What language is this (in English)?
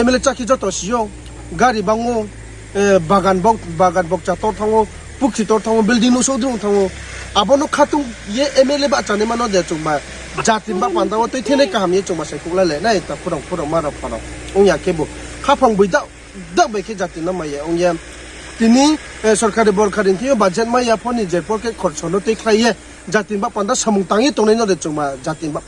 Riang (India)